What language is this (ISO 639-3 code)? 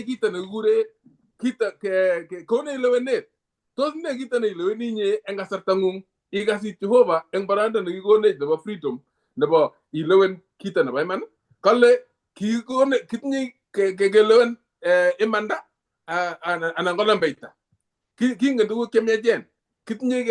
kln